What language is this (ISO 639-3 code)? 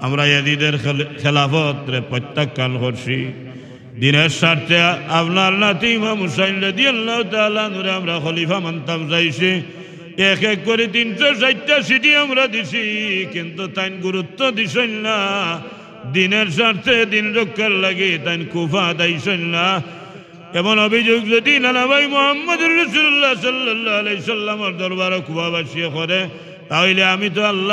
syl